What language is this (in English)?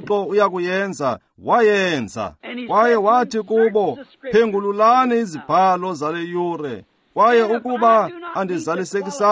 Xhosa